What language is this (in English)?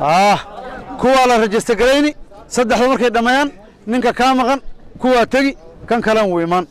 Somali